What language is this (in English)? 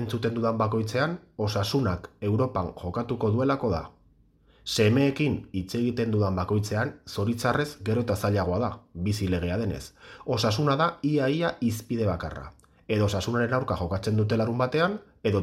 Basque